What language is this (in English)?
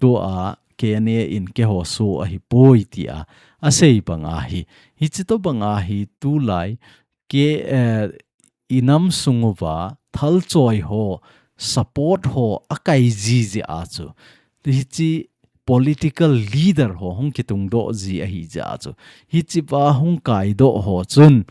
Thado Chin